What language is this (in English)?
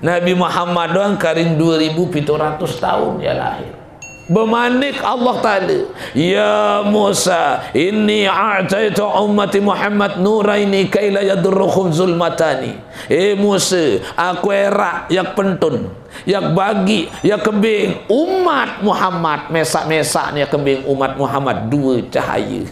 Sasak